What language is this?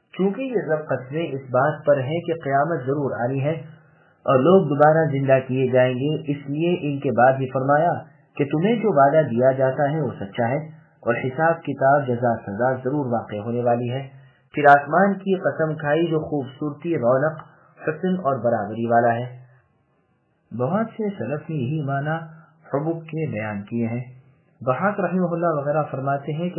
Urdu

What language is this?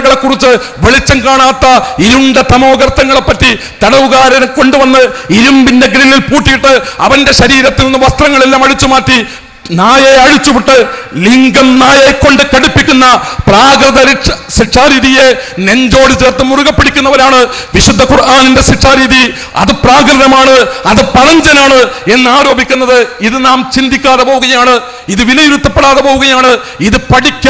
Malayalam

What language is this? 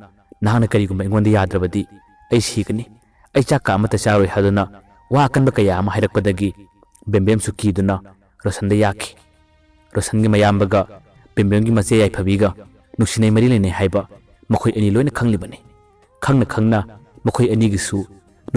Manipuri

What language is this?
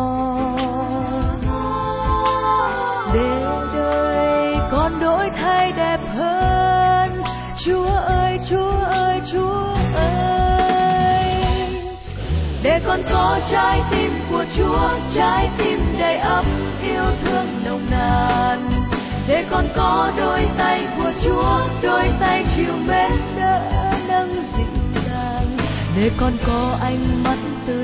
Vietnamese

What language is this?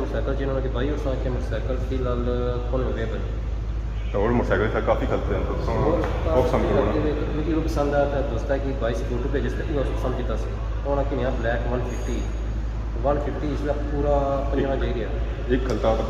Pahari-Potwari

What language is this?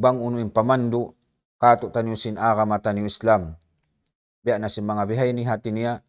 Tausug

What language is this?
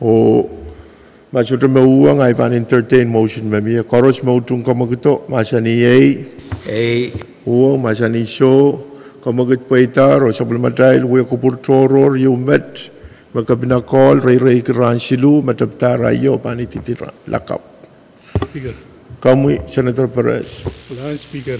Pohnpeian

